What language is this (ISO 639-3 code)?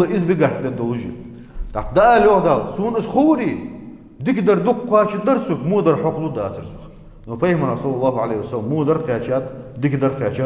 inh